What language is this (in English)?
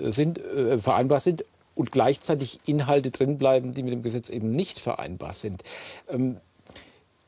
German